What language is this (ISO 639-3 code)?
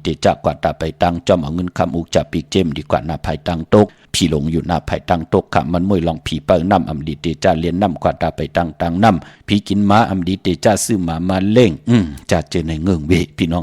shn